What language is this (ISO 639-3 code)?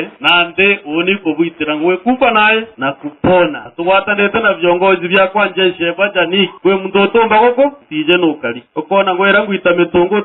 mer